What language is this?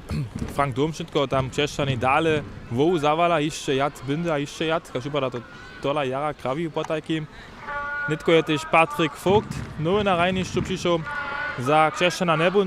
Upper Sorbian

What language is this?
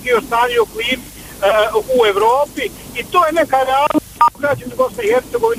Bosnian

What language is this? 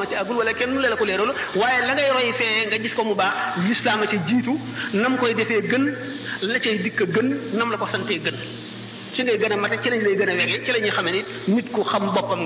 Wolof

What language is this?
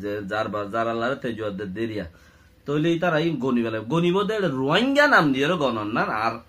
Rohingya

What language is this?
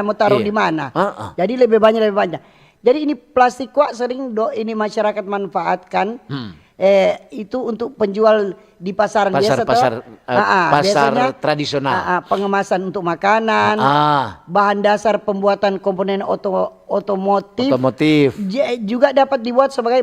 Manado Malay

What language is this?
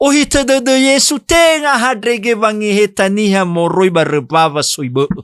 Nias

